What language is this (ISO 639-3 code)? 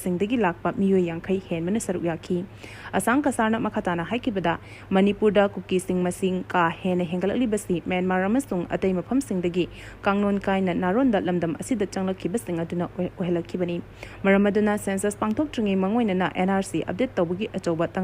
mni